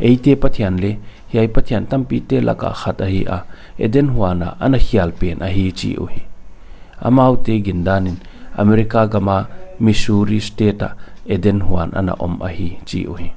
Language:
Paite Chin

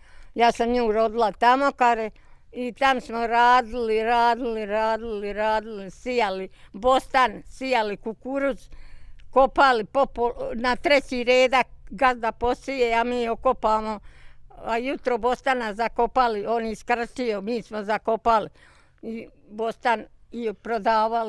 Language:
Bosnian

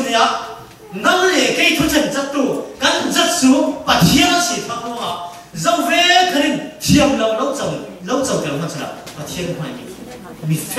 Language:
Falam Chin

